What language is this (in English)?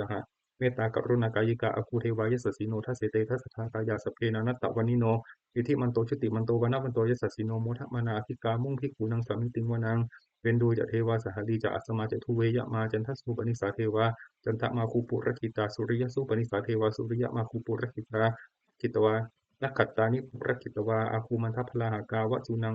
Pali